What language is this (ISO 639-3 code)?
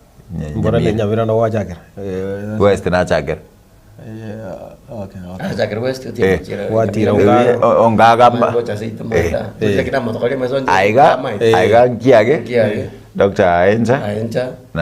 guz